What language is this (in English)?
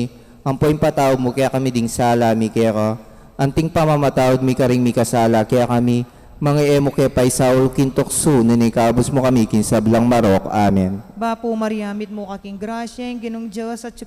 Pampanga